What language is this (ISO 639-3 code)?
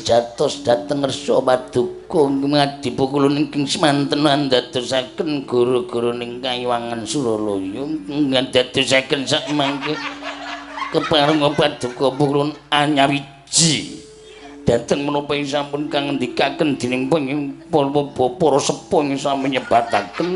jav